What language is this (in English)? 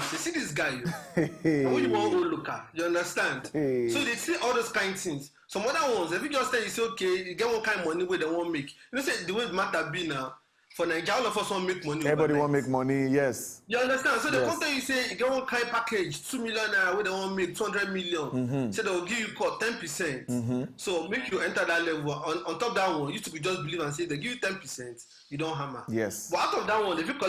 Nigerian Pidgin